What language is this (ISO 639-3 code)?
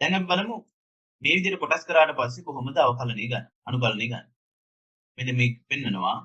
sin